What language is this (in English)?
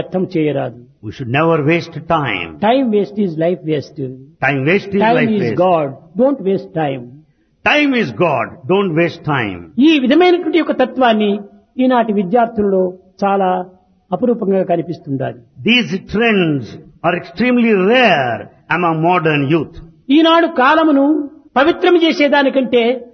Telugu